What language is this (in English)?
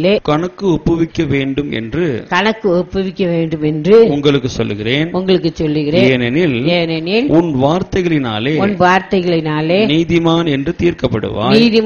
Tamil